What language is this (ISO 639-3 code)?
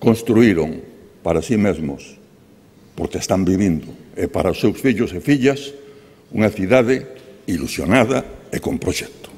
glg